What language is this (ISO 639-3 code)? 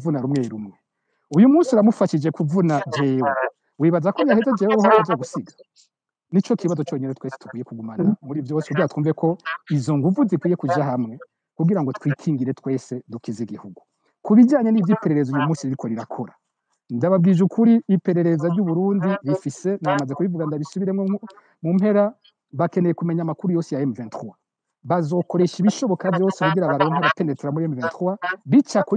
run